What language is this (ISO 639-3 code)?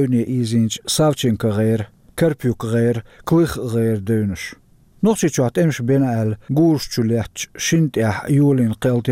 che